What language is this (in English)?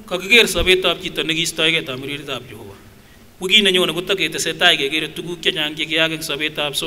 Kipsigis